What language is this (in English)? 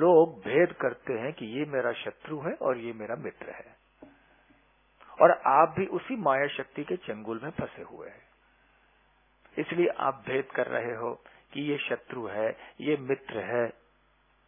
Hindi